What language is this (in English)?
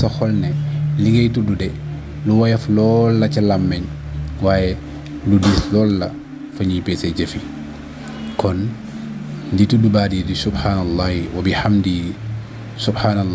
Wolof